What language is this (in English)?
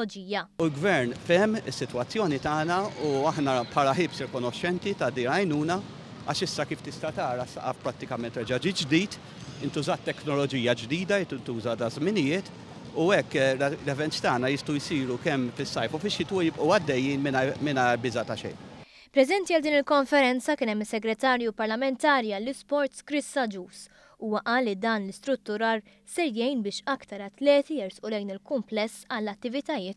Maltese